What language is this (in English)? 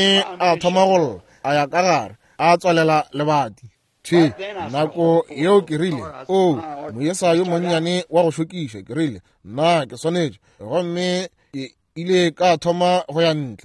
Northern Sotho